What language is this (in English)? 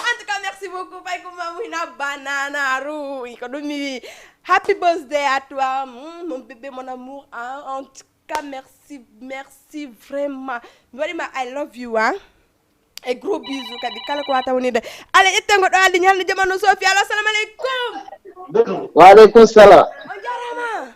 Fula